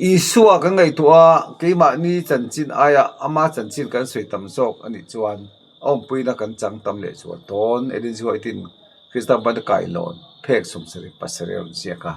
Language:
Mizo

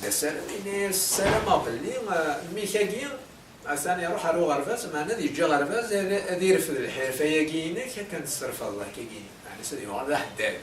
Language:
Kabyle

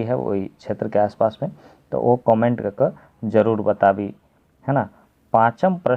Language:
Maithili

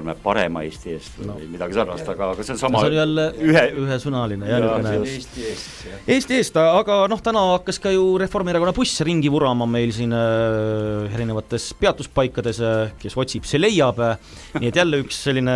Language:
Estonian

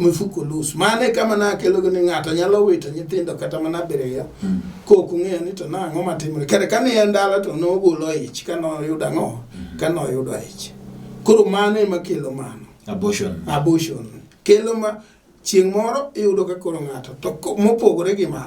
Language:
Luo (Kenya and Tanzania)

